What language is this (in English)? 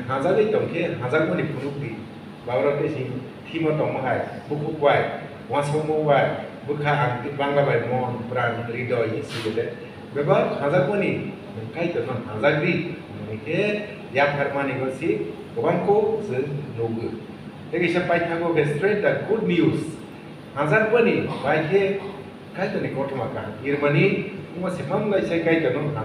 Kok Borok